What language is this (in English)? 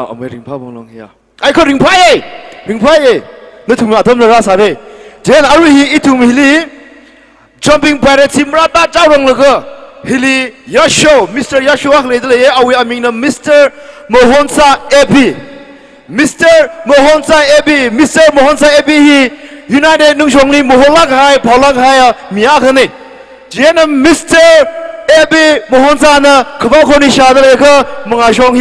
Tangkhul Naga (India)